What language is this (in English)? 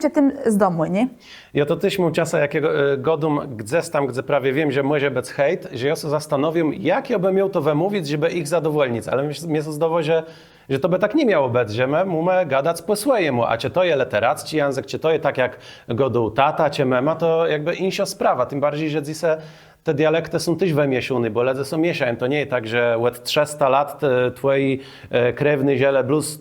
Kashubian